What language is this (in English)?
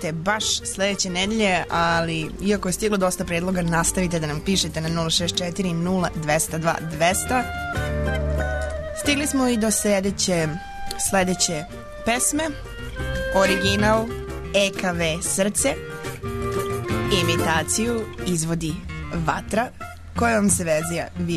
Serbian